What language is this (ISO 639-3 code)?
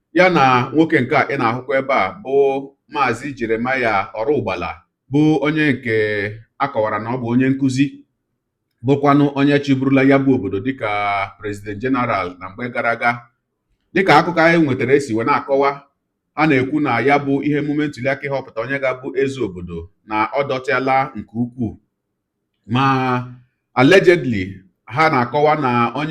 ibo